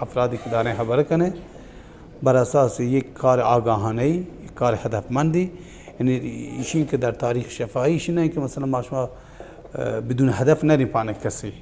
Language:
Baluchi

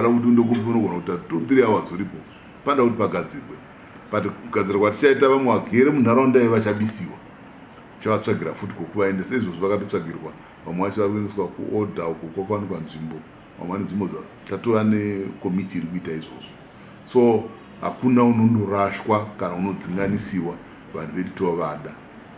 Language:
Shona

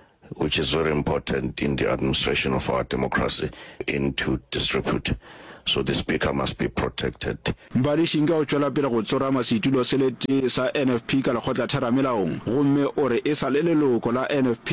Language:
Northern Sotho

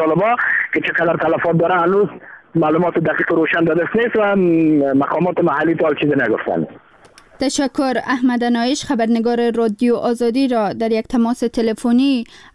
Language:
Persian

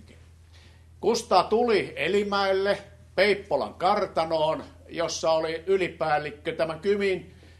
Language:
Finnish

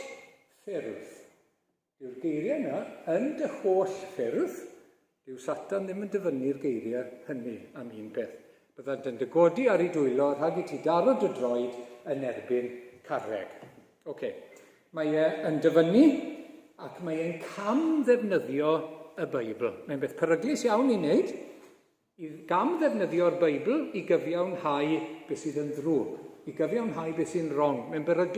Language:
Welsh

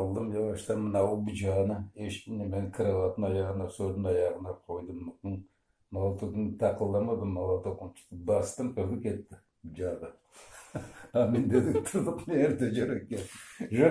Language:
Crimean Tatar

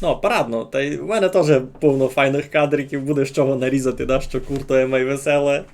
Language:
Rusyn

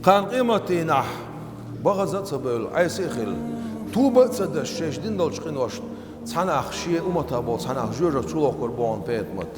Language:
Chechen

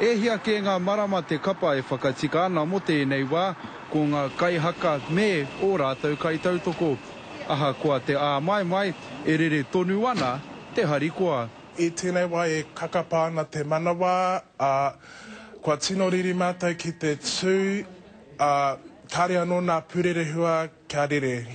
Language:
Māori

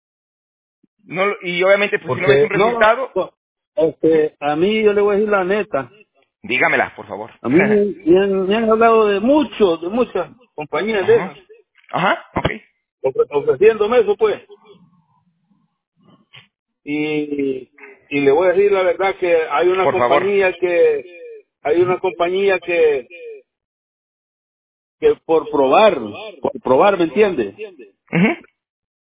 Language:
Spanish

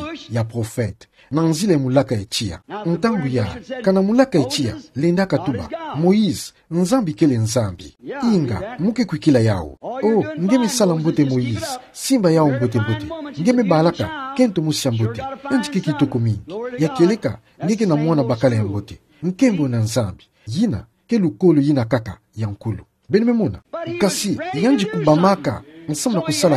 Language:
Kituba (Democratic Republic of Congo)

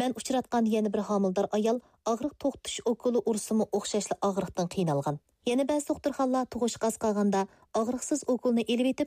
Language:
Uyghur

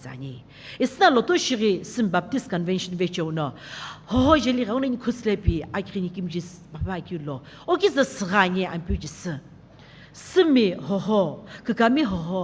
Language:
Sumi Naga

